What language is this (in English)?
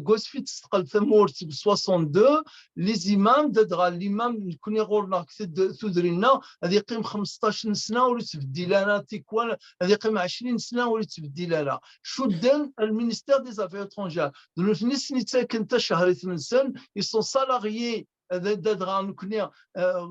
Kabyle